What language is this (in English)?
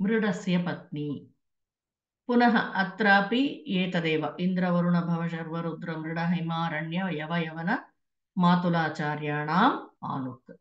Sanskrit